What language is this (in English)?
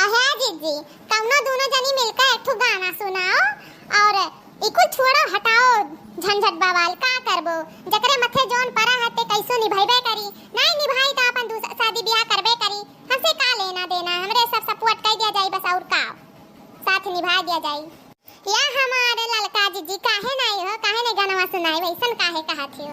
Awadhi